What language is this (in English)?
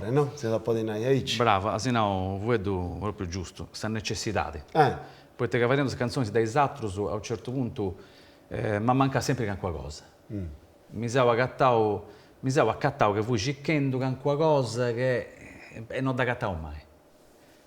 Sardinian